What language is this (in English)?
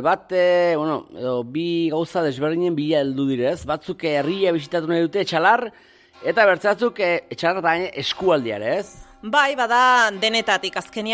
Basque